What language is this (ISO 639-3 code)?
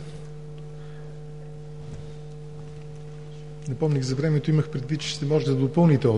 bul